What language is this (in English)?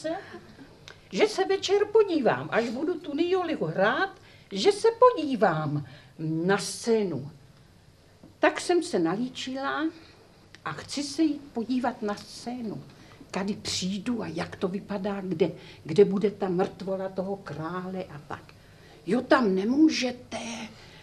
Czech